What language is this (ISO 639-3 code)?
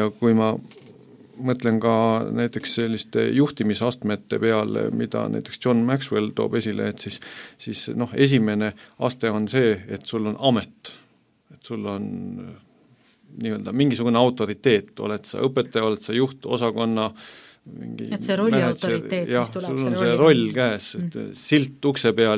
est